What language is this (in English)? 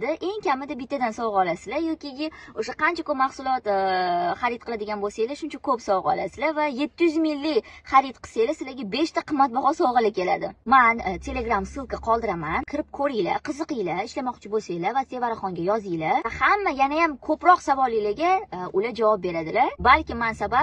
Uzbek